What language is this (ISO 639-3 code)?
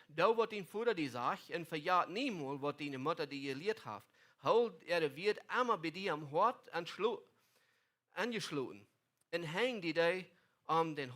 pdt